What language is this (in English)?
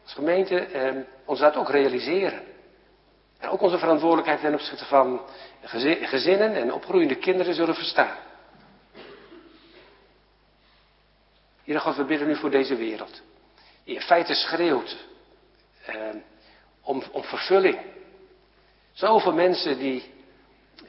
Dutch